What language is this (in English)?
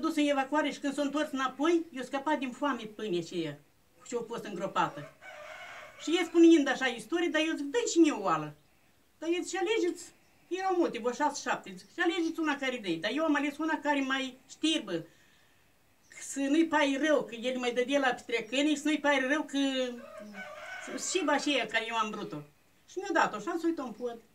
Romanian